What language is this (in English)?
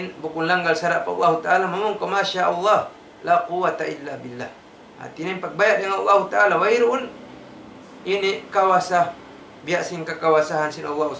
Tausug